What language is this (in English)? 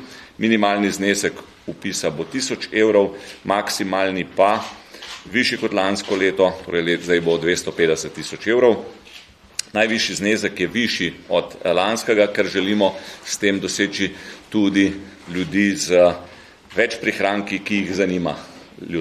Slovenian